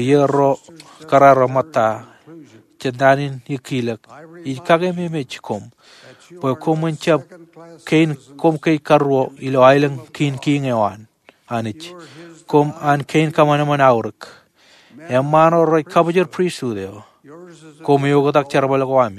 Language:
Marshallese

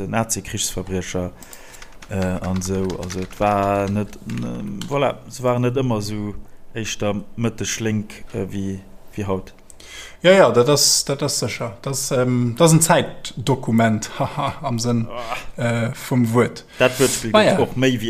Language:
Luxembourgish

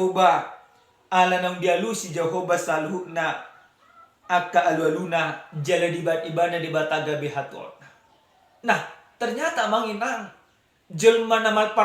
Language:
Batak Toba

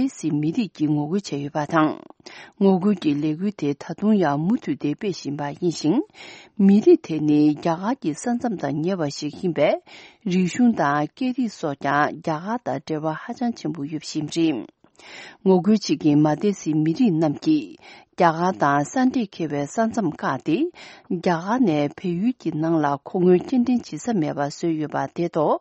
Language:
Tibetan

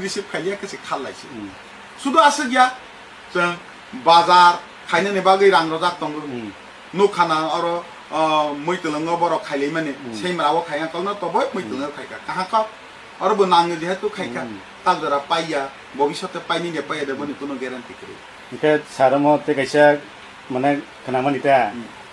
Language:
Kok Borok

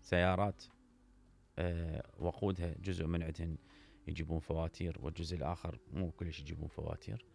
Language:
Mesopotamian Arabic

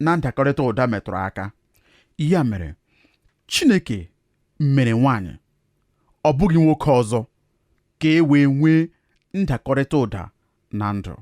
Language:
Igbo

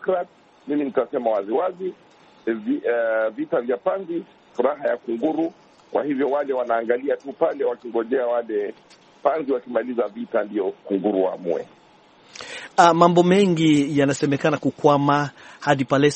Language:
Swahili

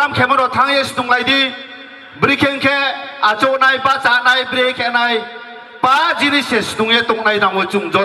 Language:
Riang (India)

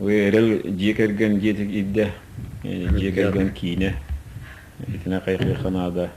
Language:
Yakut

